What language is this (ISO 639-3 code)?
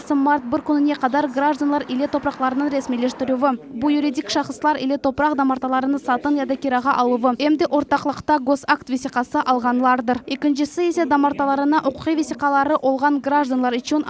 crh